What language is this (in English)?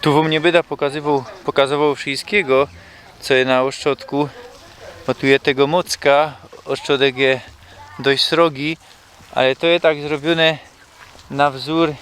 Silesian